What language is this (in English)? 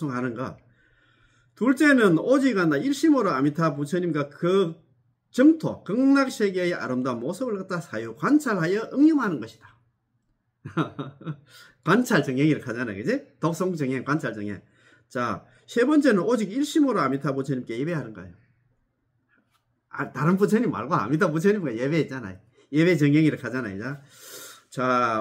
Korean